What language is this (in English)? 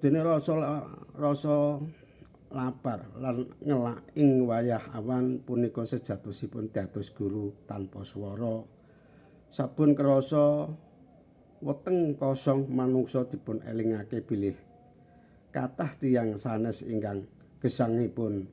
Javanese